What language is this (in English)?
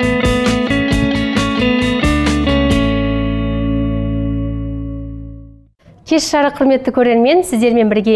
Kazakh